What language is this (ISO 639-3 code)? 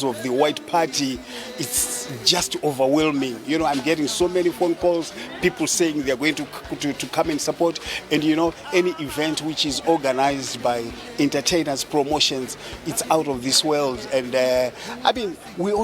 eng